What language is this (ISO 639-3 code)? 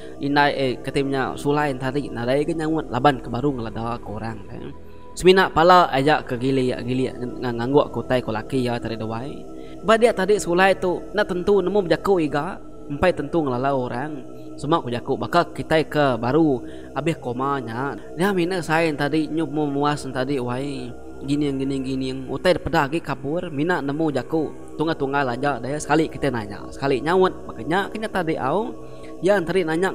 iba